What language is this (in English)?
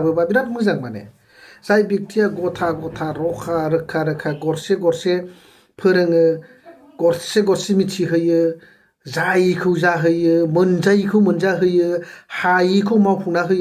Bodo